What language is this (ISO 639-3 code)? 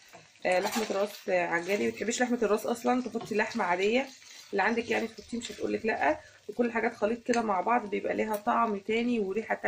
arz